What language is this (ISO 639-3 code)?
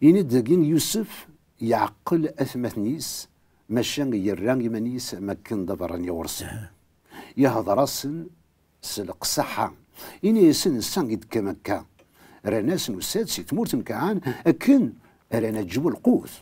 kab